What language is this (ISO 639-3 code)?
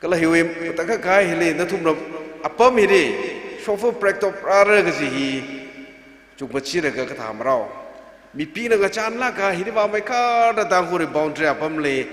nmf